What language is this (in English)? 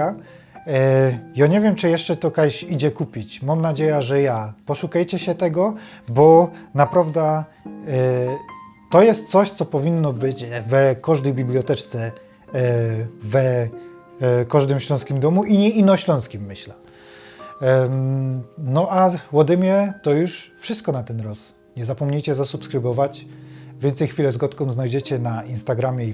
Silesian